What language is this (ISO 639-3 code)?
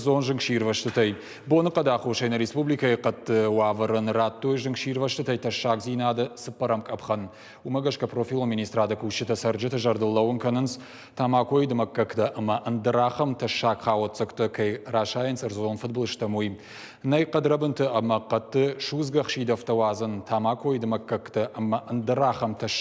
oss